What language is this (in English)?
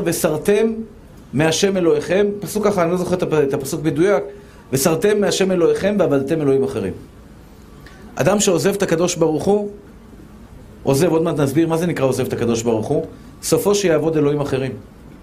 Hebrew